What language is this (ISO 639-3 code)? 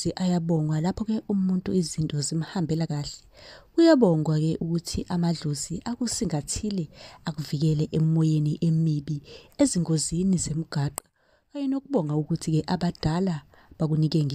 zul